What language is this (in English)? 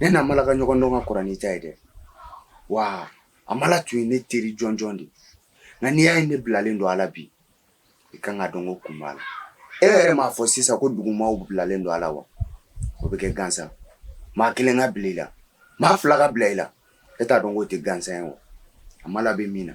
Bambara